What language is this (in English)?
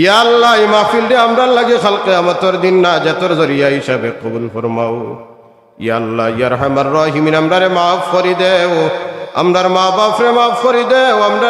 Sylheti